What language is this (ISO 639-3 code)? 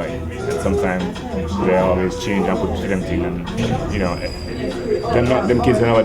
jam